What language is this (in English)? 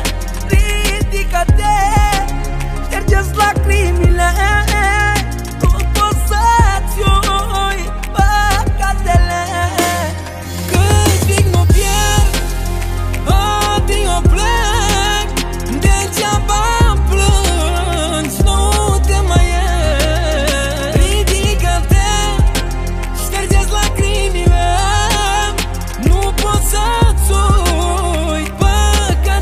Romanian